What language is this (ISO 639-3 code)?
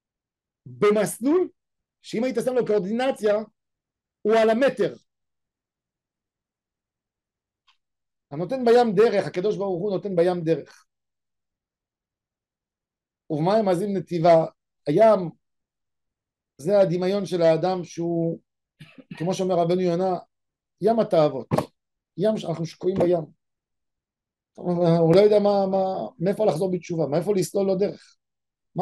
heb